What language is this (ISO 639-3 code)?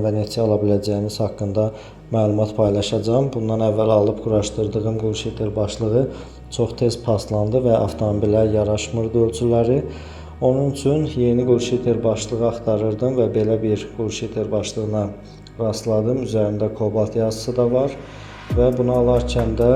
aze